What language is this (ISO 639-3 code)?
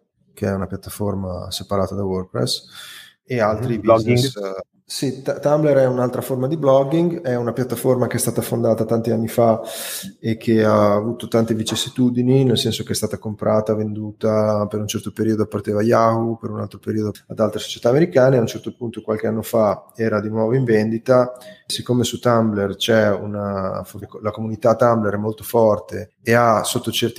ita